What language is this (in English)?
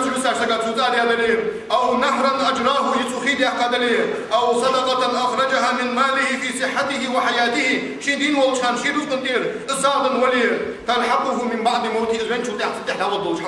Ingush